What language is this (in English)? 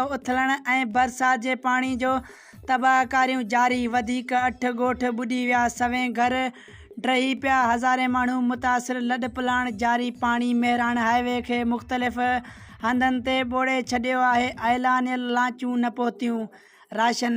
Sindhi